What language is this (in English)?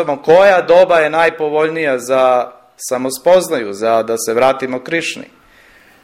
Serbian